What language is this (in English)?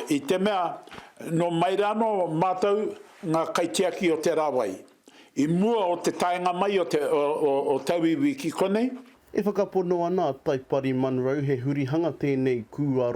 Māori